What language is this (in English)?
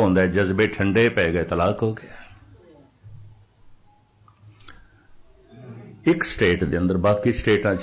Punjabi